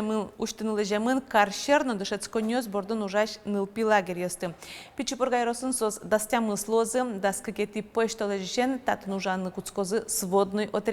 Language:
Udmurt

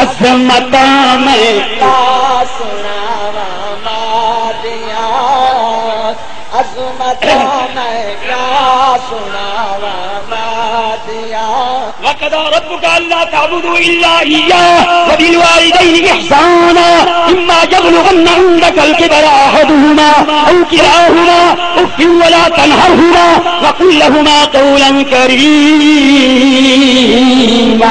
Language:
Saraiki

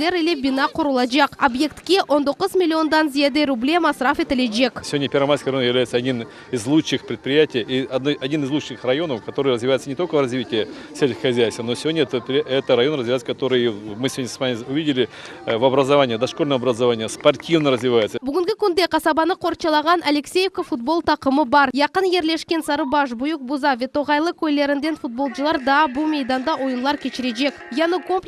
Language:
Crimean Tatar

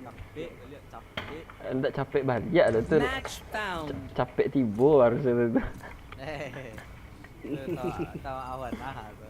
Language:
Minangkabau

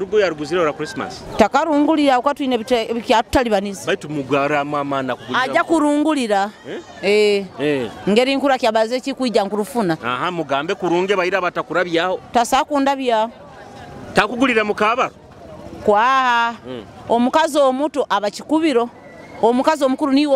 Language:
Nyoro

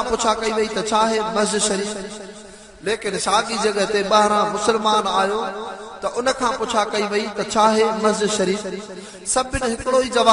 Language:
Sindhi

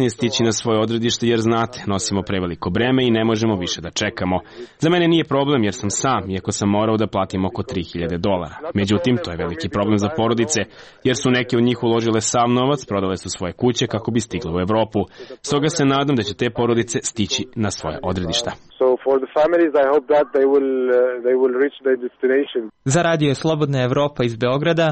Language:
Serbian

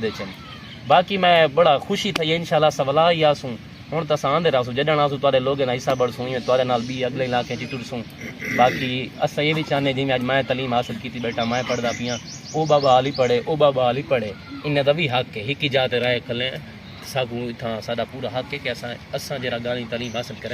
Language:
Saraiki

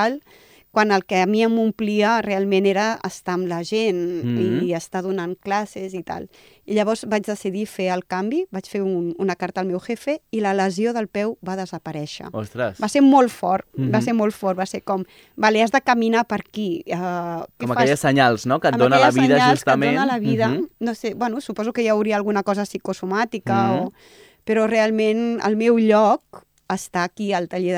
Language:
Catalan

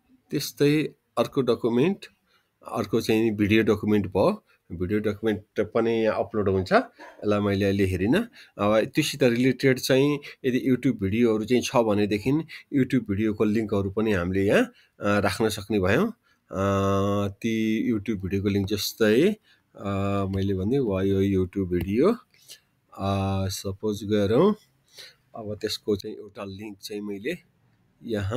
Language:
Nepali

